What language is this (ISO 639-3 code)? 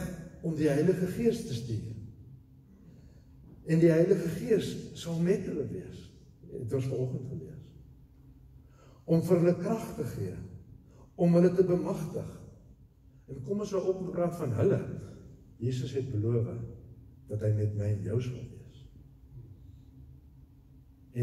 afr